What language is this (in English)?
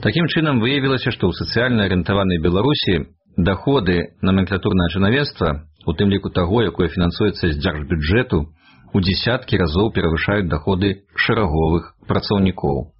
Belarusian